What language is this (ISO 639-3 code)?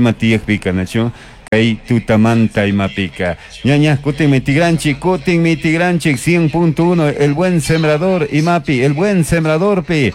qug